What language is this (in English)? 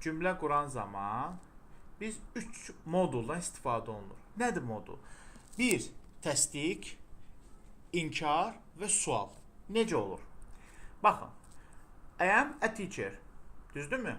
Azerbaijani